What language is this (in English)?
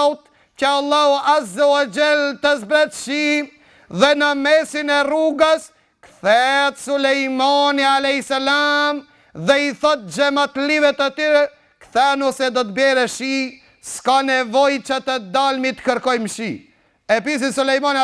Albanian